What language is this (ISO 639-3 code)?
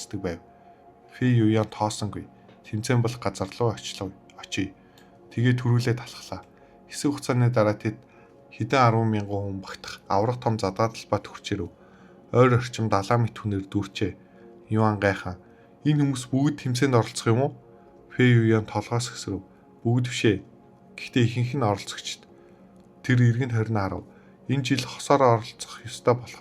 mon